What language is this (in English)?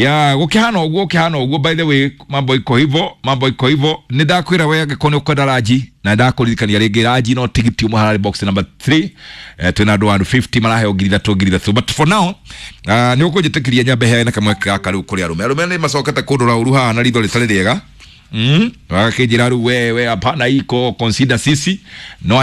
Kikuyu